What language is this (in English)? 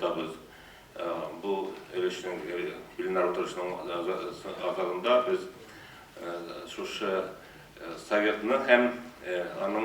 Tatar